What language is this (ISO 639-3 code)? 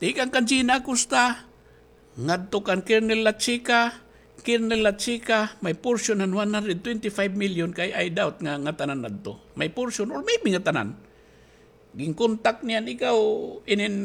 war